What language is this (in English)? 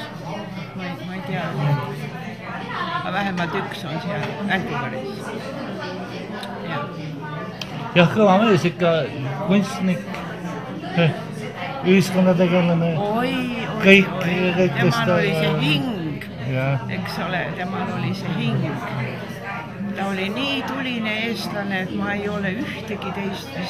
Estonian